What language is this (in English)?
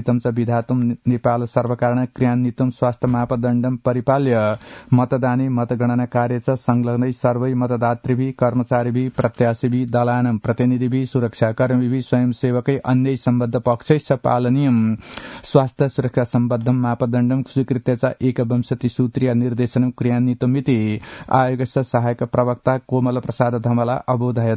Sanskrit